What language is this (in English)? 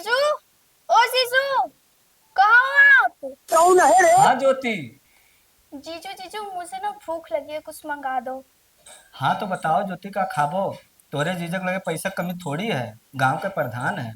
Awadhi